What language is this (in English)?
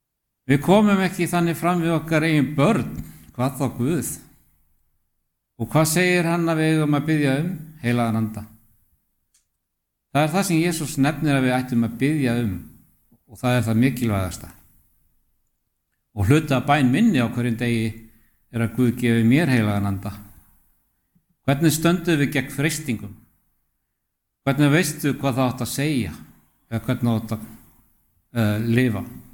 Icelandic